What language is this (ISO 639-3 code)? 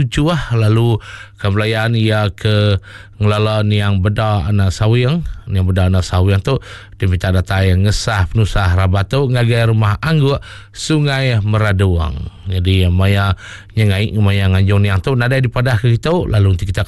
iba